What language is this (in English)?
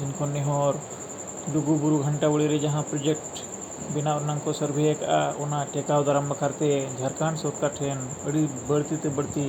Santali